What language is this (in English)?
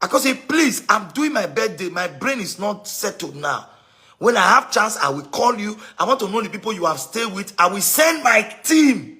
Nigerian Pidgin